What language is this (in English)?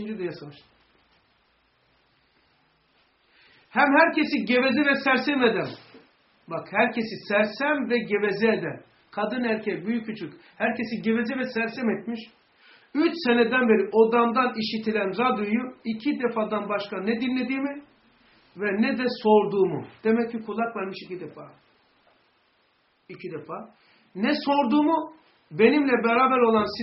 Turkish